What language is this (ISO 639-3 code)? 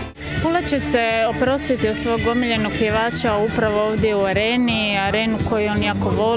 hrv